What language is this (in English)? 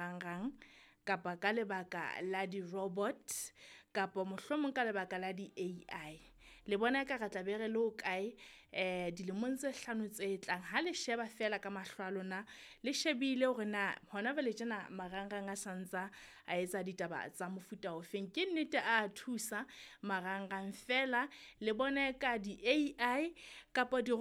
Southern Sotho